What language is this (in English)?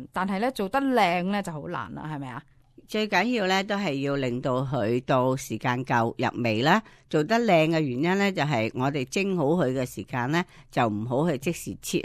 Cantonese